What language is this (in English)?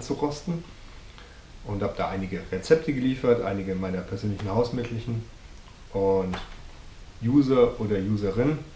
German